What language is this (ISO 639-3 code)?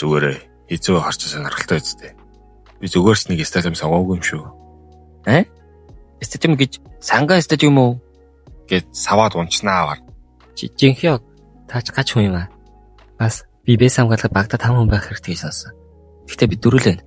mon